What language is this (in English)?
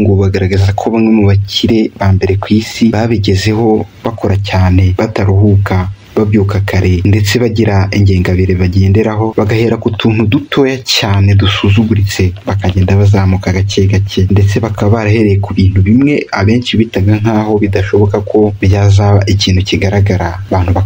Kinyarwanda